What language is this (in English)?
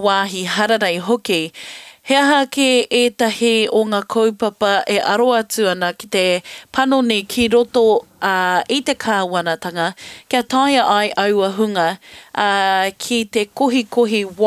Māori